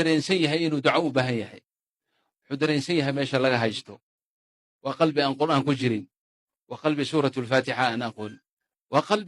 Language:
Somali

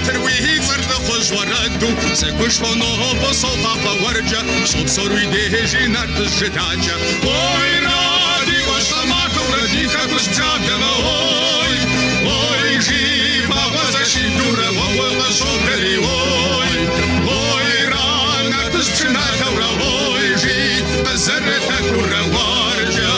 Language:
Kabardian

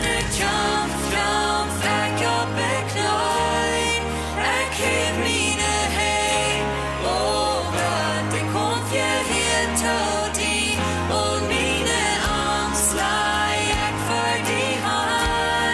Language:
Plautdietsch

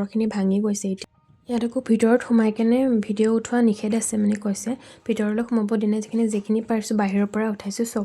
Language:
Assamese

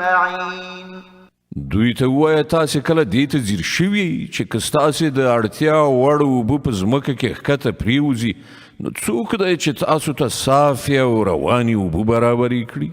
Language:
Pashto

